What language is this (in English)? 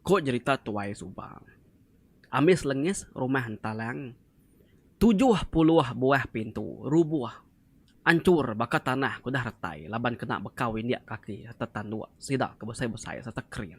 Iban